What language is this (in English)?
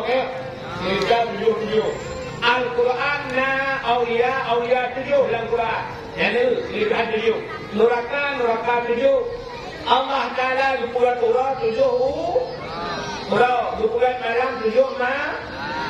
Achinese